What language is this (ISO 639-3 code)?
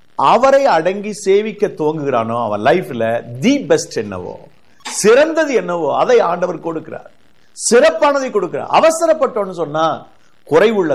tam